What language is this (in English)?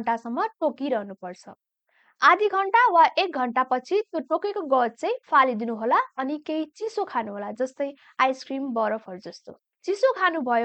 Nepali